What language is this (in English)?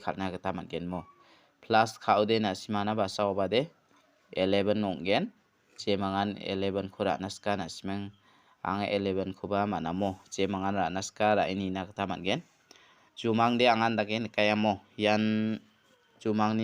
Garo